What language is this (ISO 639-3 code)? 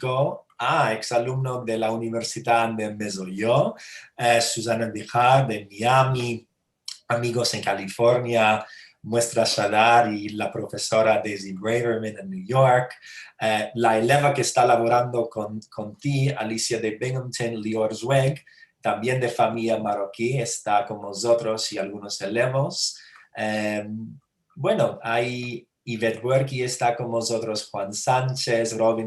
lad